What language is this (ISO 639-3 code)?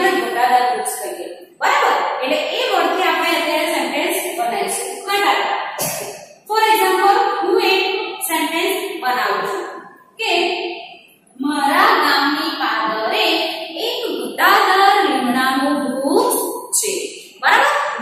guj